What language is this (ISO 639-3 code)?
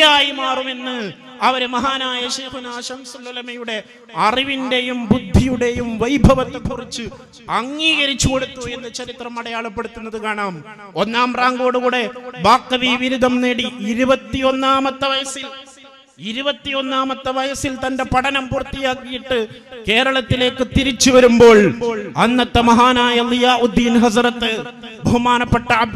mal